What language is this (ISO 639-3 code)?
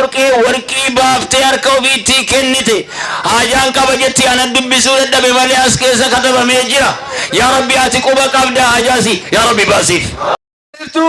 orm